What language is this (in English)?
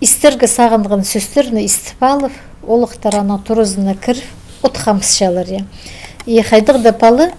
Khakas